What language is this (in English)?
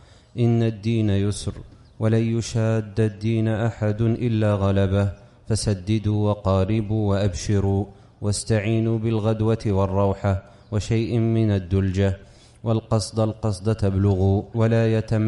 Arabic